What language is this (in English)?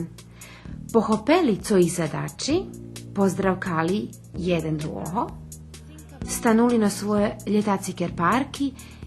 Rusyn